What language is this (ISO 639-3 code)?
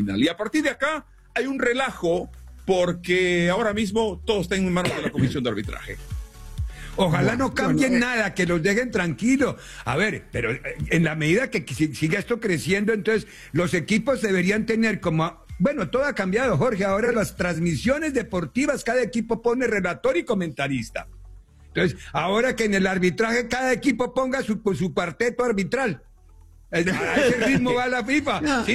spa